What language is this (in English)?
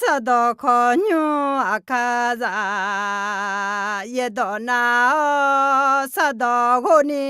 Akha